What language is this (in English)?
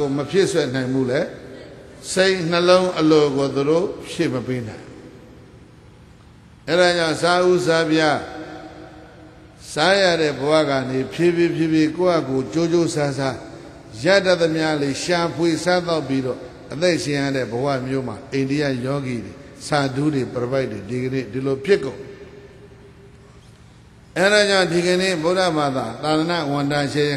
Burmese